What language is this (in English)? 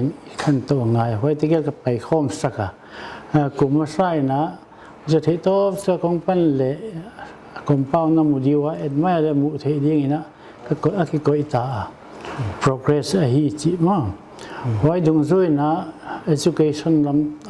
Paite Chin